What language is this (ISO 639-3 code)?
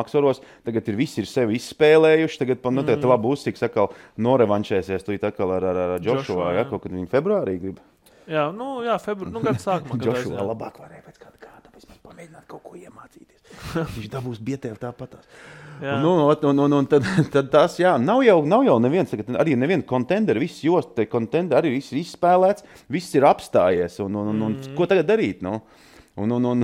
lav